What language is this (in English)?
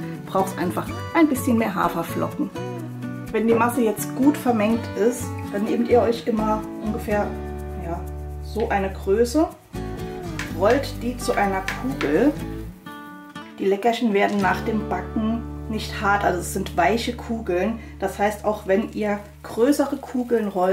German